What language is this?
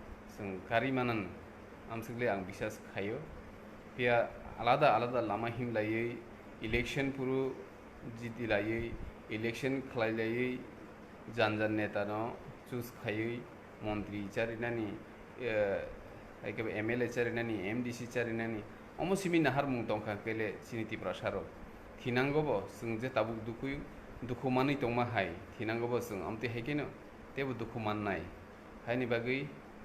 Kok Borok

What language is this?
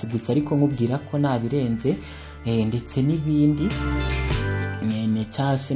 Kinyarwanda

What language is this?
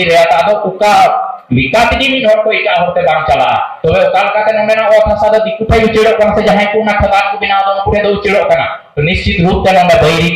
Santali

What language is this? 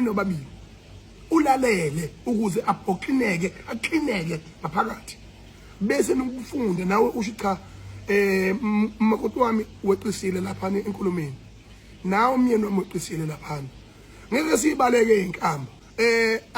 Zulu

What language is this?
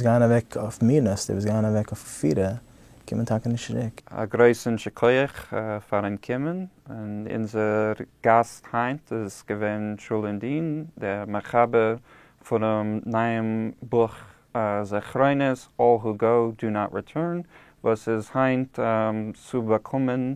Yiddish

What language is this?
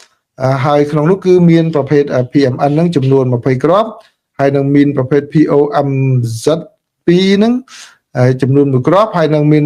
Khmer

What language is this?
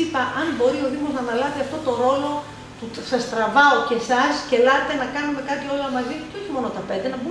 Greek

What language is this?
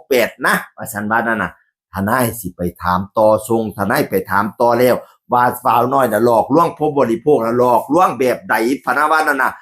Northeastern Thai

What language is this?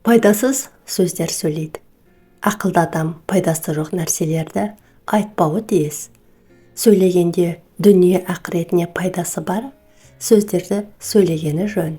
Kazakh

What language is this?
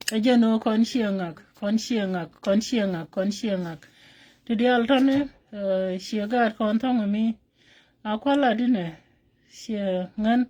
Nuer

